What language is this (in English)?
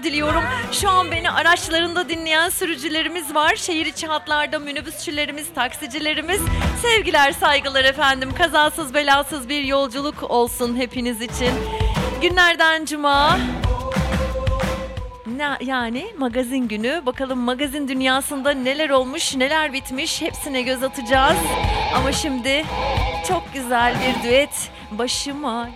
Turkish